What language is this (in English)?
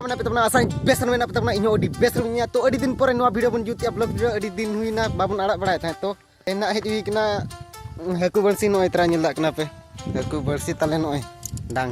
Santali